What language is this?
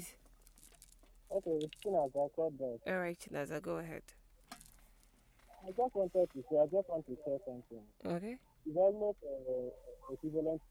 English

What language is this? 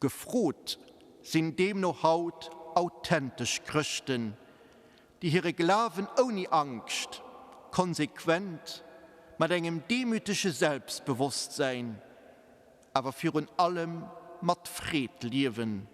Luxembourgish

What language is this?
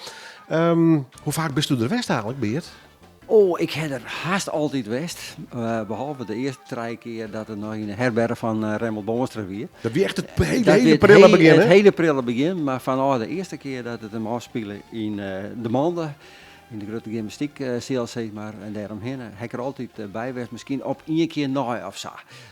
Western Frisian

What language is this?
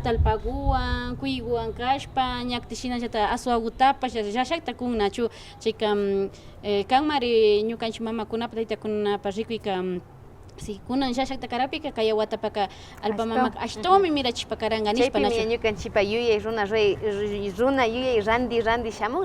Imbabura Highland Quichua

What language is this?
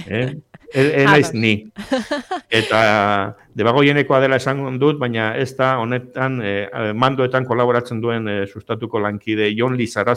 Basque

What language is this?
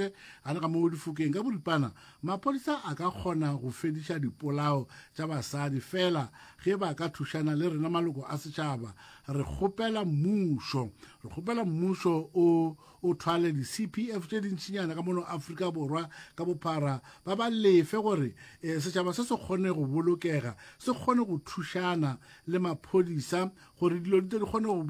Northern Sotho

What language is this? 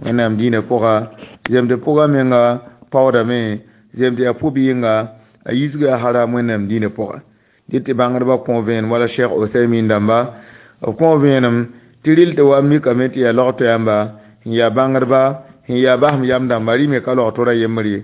Mossi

